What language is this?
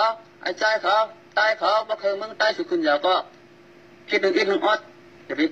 Shan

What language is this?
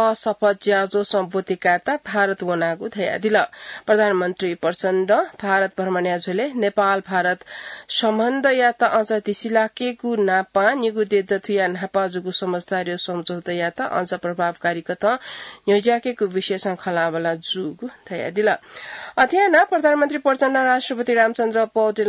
Newari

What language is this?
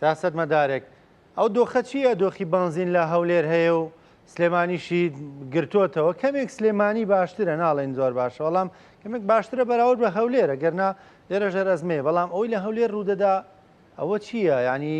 Central Kurdish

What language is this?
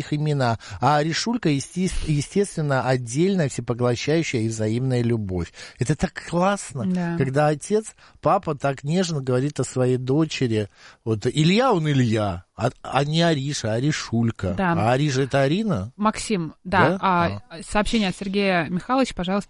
Russian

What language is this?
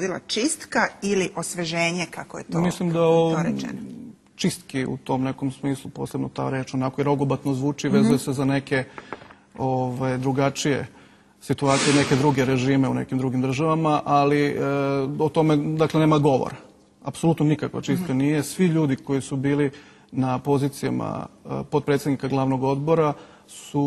Serbian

